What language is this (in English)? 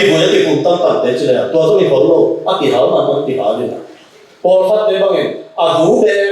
Tedim Chin